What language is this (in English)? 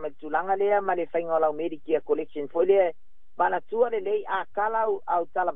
Samoan